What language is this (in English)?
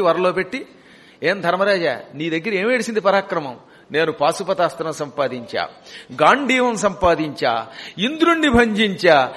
Telugu